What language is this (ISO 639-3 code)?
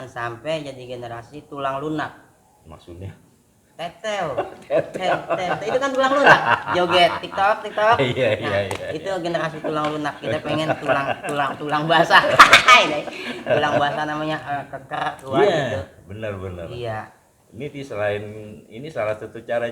bew